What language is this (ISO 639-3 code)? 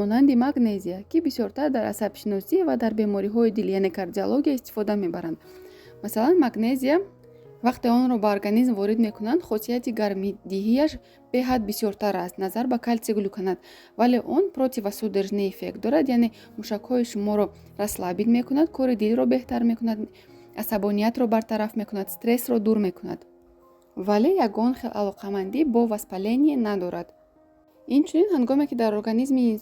tgk